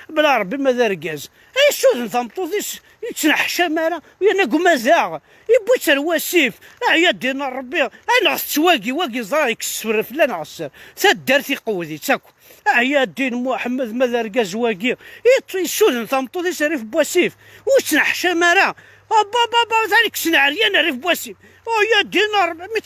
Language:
Kabyle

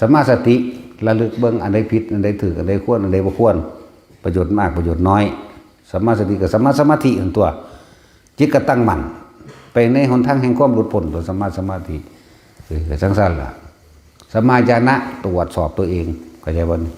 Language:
Northeastern Thai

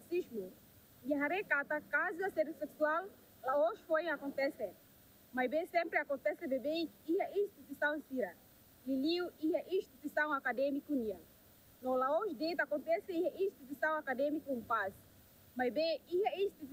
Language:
Tetum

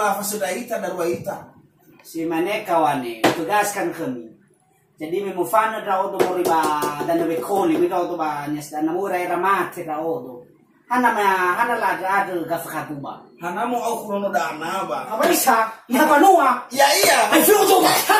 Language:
Nias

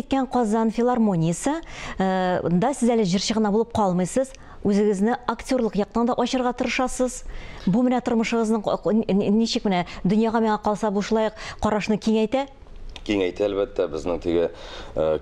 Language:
Tatar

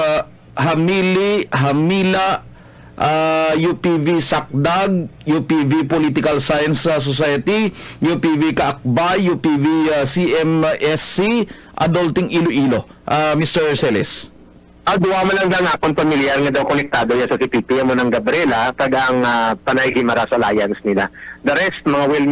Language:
Hiligaynon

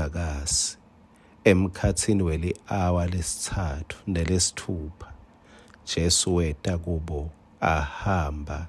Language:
Swati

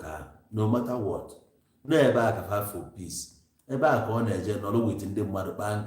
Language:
Igbo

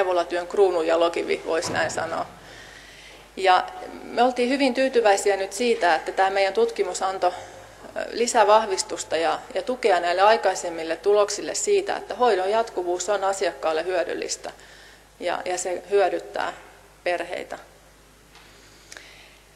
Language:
Finnish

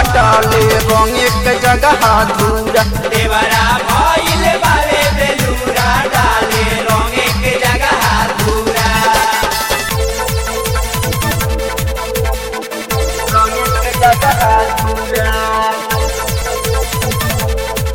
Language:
Bhojpuri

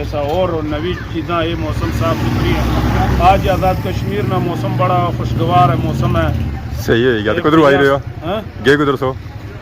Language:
Pahari-Potwari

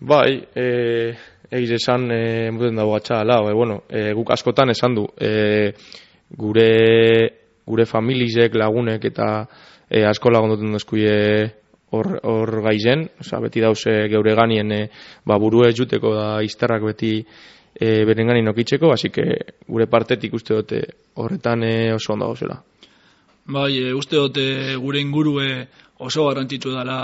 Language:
Basque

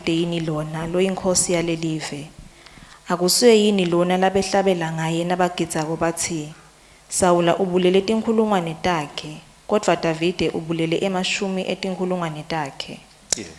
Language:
Swati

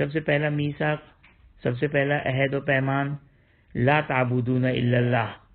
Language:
Urdu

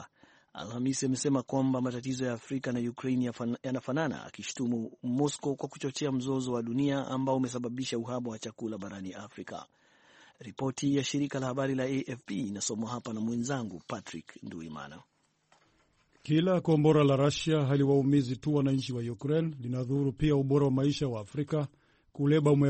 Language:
Swahili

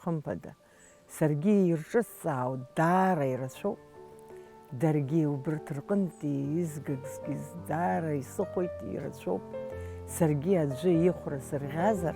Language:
Abkhazian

